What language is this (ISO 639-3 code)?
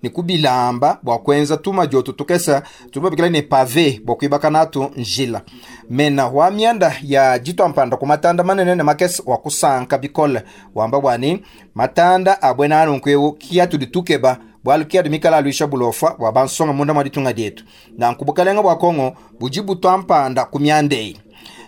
lua